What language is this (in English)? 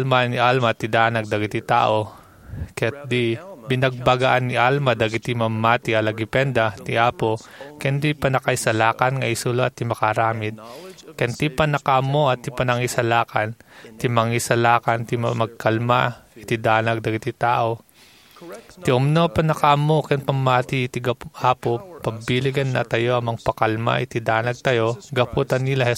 Iloko